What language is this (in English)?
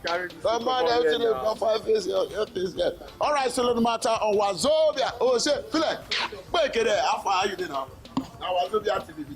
Nigerian Pidgin